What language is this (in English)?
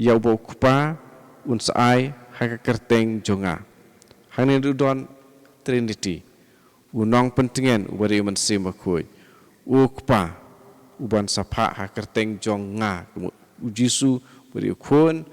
Khasi